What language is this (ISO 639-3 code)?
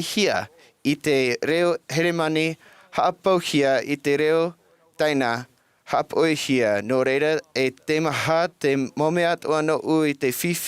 tah